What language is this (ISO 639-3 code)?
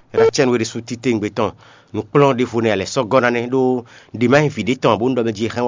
fon